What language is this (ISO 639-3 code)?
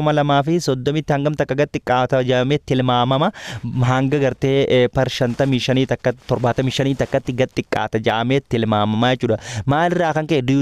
orm